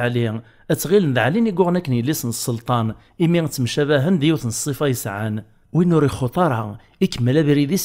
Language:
Kabyle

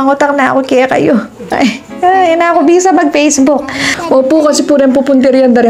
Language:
Pampanga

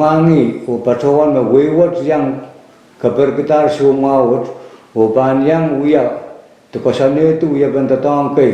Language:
Pohnpeian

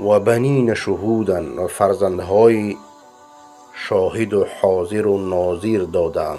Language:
Persian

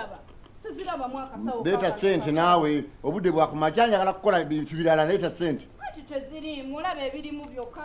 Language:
Ganda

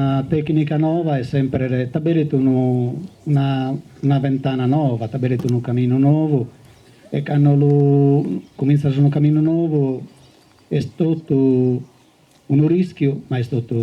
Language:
Sardinian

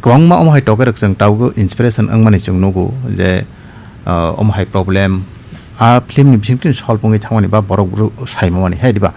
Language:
Kok Borok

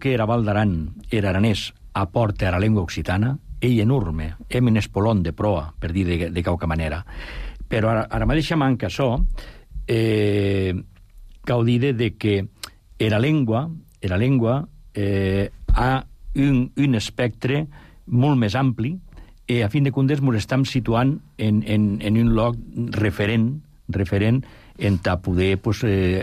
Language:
Catalan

